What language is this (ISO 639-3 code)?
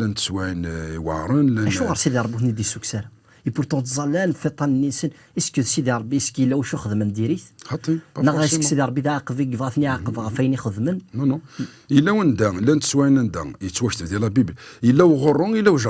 kab